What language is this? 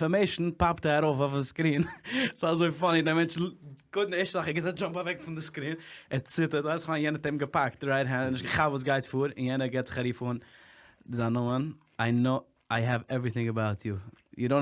Yiddish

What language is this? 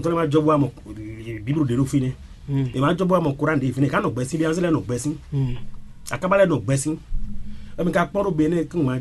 Fon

